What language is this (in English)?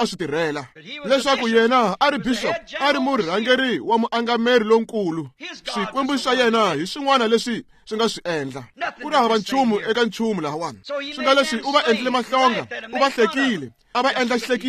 Tsonga